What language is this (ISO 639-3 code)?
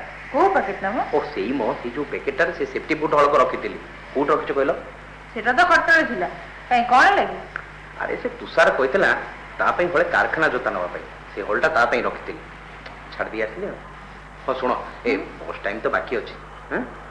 ori